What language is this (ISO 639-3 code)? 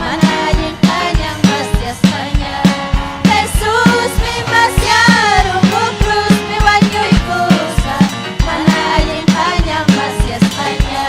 quy